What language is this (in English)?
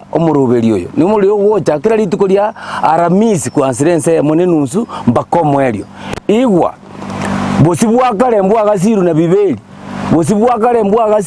Gusii